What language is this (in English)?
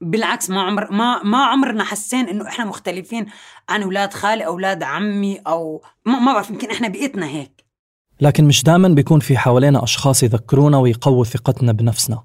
North Levantine Arabic